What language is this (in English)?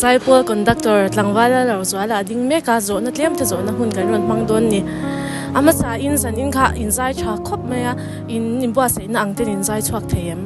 Mizo